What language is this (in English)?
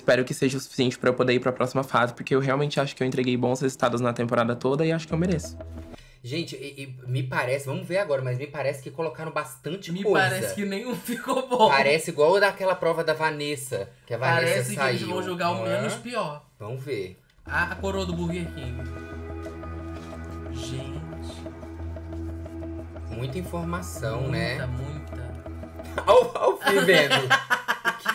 Portuguese